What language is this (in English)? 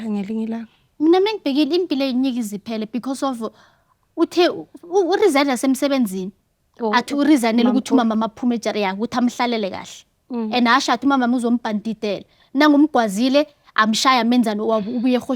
Zulu